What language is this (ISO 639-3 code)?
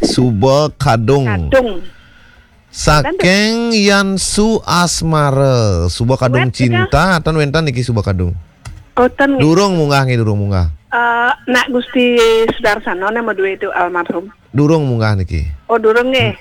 ban